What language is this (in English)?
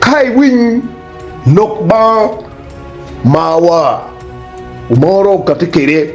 Acoli